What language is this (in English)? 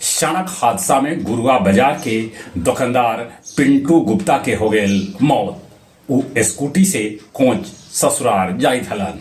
Magahi